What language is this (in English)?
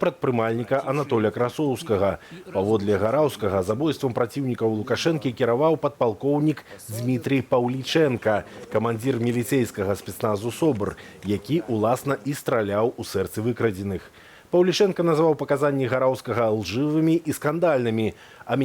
Belarusian